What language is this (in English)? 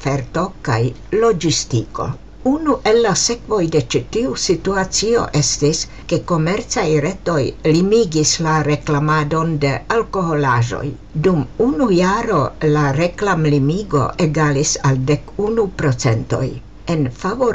Esperanto